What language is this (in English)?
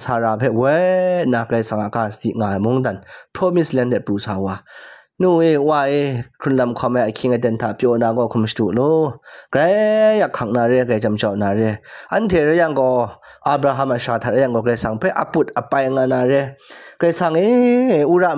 Kachin